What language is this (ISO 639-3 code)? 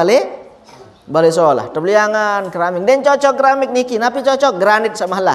sas